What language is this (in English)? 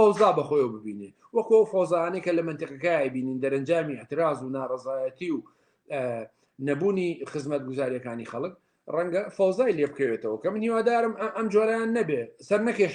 Central Kurdish